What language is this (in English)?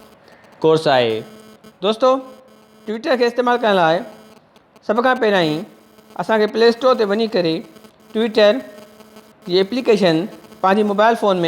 Sindhi